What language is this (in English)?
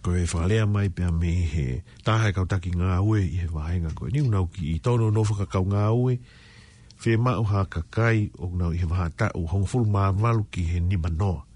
Tongan